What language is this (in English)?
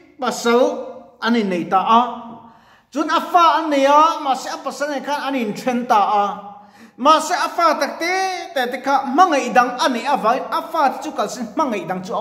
Mizo